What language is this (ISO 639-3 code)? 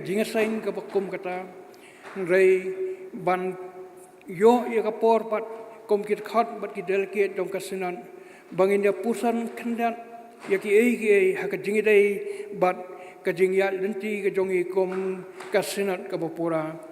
kha